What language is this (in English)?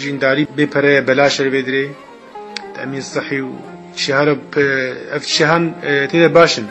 Kurdish